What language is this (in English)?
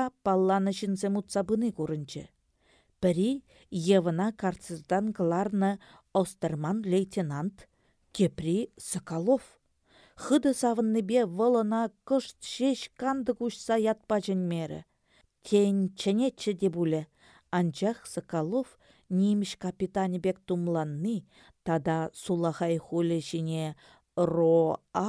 Chuvash